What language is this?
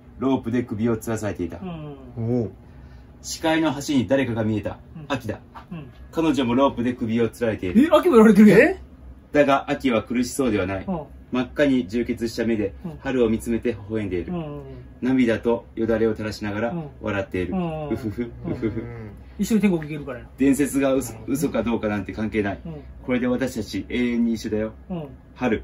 Japanese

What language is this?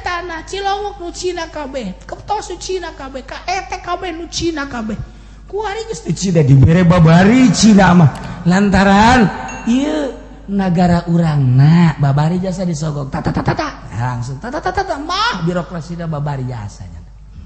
Sundanese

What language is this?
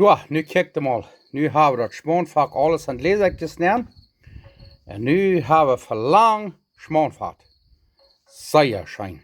Plautdietsch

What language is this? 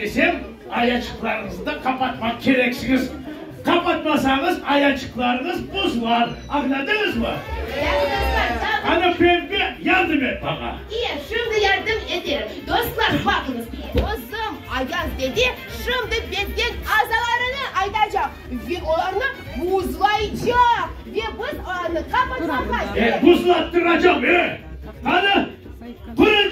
Crimean Tatar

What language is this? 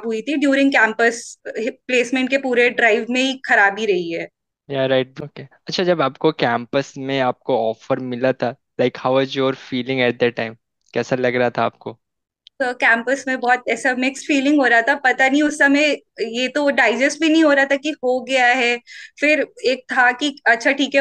Hindi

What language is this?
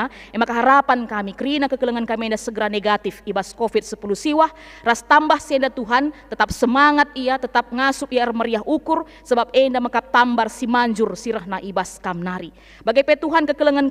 Batak Karo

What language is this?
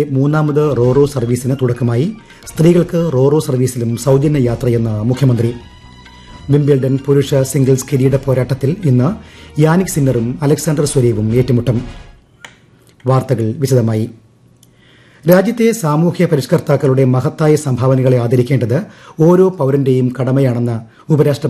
Malayalam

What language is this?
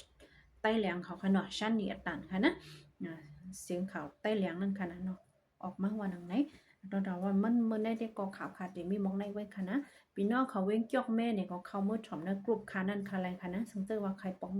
Shan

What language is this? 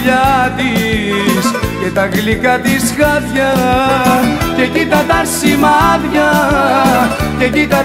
Greek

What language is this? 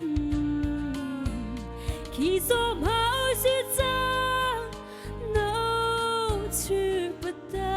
Mara Chin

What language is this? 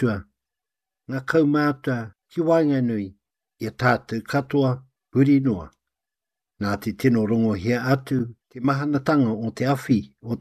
Māori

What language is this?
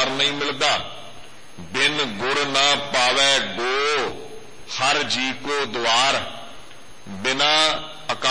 Punjabi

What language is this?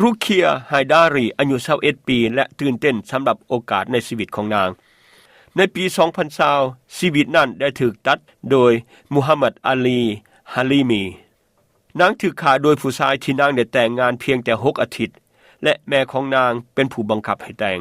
Lao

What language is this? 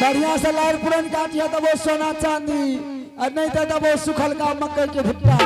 Angika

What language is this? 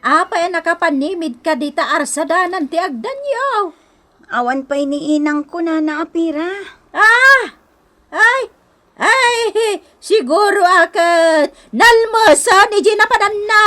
Iloko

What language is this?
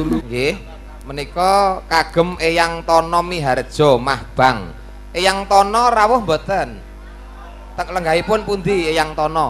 Javanese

